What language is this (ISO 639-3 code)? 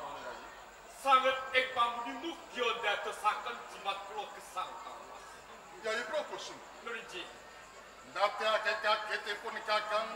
jav